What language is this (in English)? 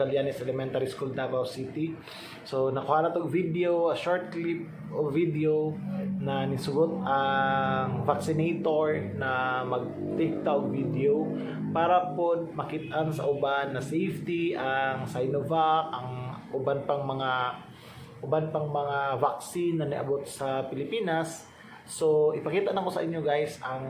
Cebuano